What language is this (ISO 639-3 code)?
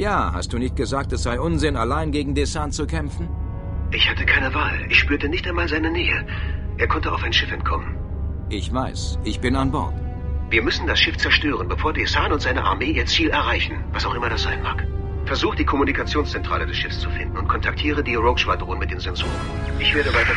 bar